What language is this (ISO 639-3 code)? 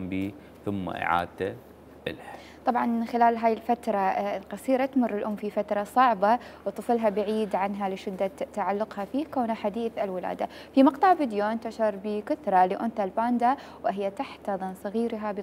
acm